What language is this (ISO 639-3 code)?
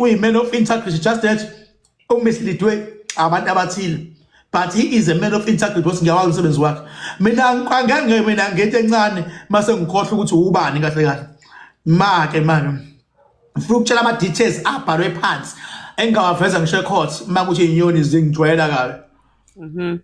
zul